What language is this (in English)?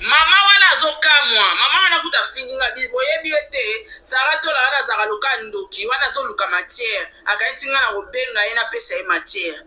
Lingala